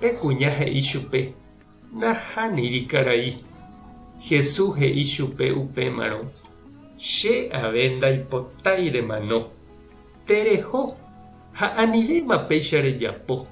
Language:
Guarani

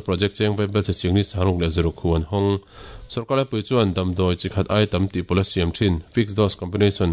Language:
Mizo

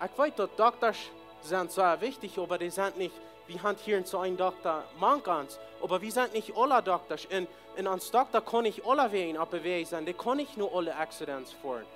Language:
Plautdietsch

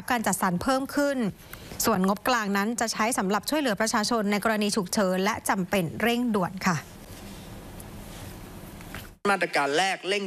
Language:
Thai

